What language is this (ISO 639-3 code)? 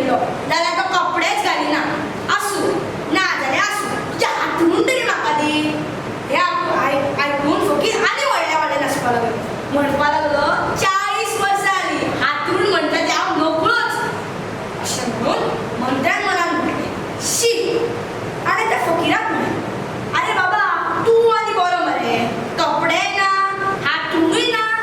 kok